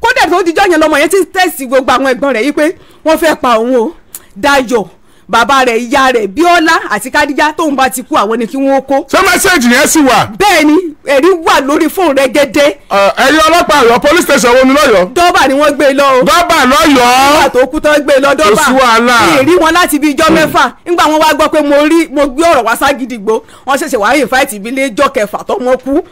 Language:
Yoruba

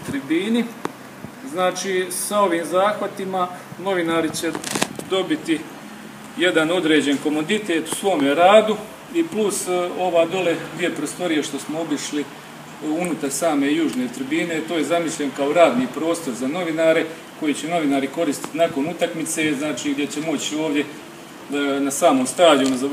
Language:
Croatian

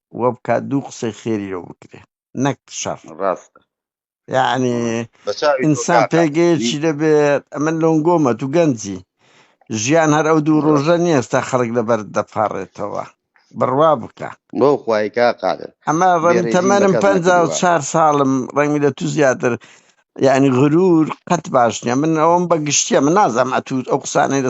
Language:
Central Kurdish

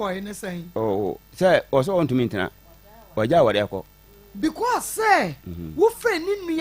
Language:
Akan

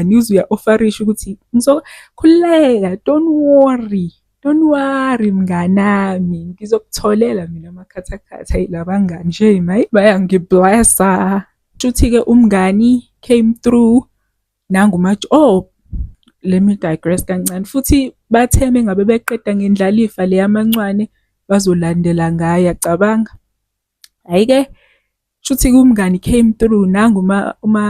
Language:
Zulu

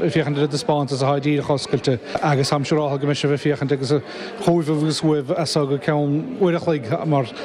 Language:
Irish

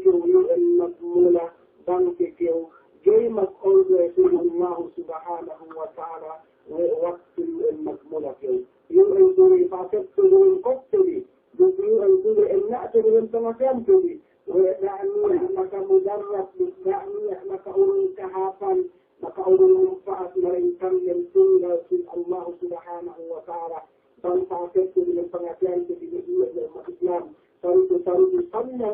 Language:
Yakan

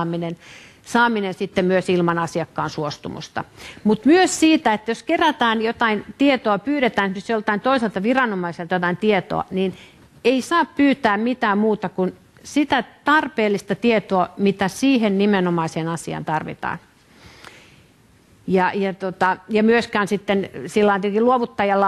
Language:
Finnish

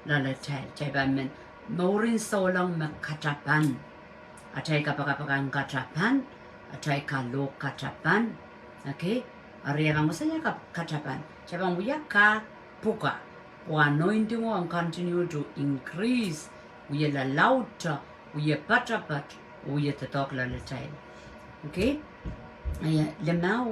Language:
Pohnpeian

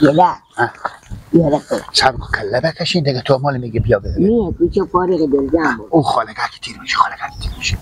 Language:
Persian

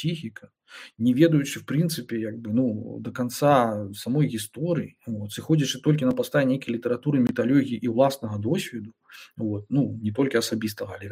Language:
Belarusian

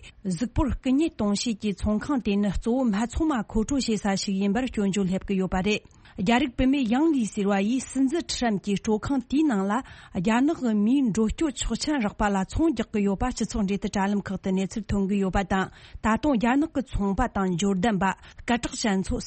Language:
Tibetan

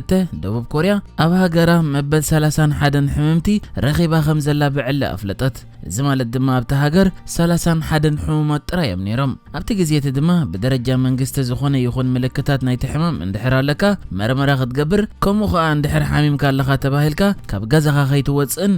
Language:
Tigrinya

